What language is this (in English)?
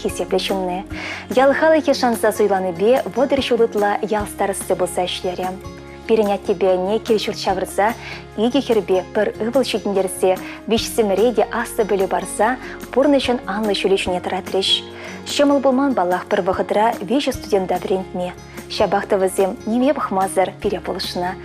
Chuvash